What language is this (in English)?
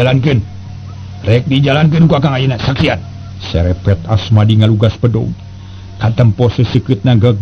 Sundanese